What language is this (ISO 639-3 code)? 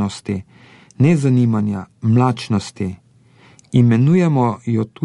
slv